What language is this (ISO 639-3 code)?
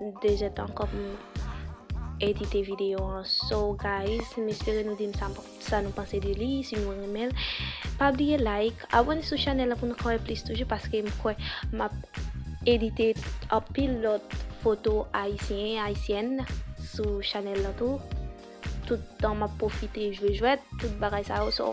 hat